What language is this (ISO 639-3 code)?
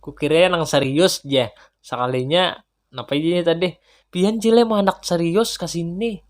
bjn